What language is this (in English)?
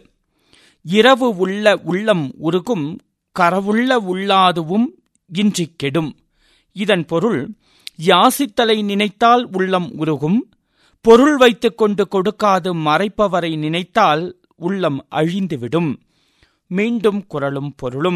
Tamil